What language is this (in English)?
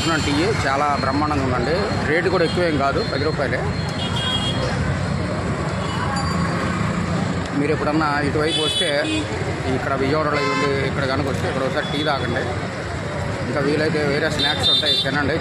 Telugu